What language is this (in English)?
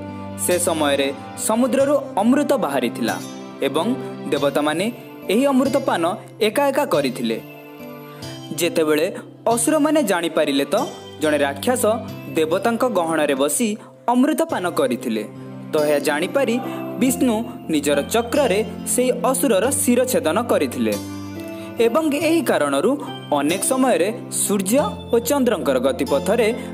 Odia